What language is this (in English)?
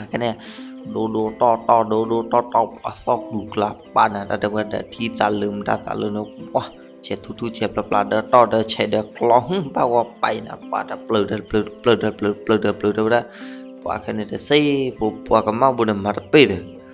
S'gaw Karen